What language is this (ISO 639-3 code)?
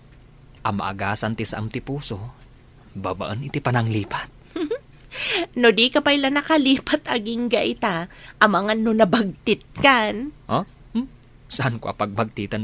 ilo